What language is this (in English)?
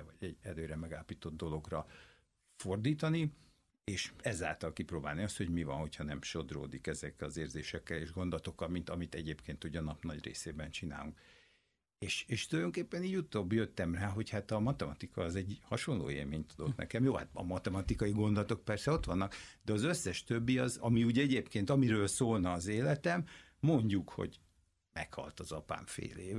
Hungarian